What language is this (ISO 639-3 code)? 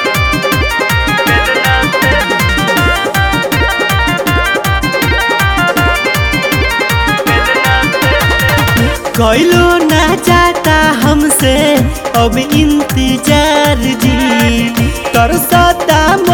bho